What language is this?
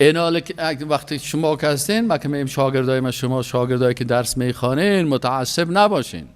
Persian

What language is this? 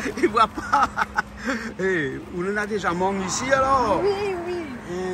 Réunion Creole French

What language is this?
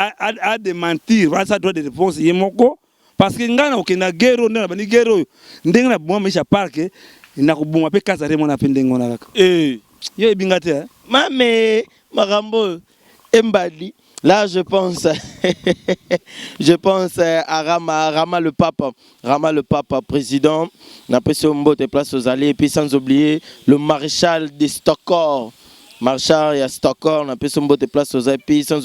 Lingala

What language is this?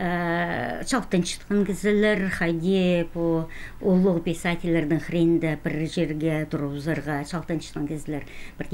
Khakas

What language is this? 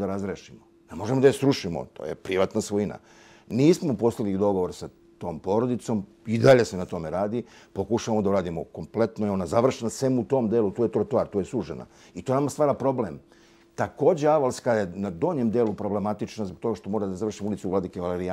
Serbian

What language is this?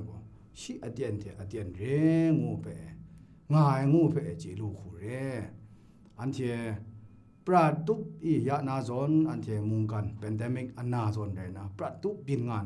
Kachin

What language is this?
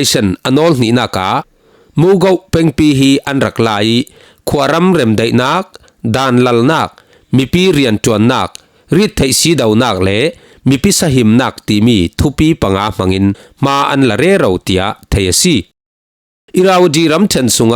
Falam Chin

